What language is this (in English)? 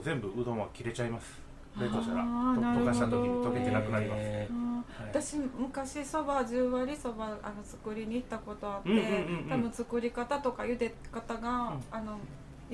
Japanese